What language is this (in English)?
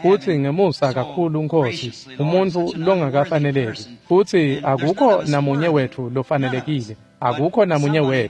Swati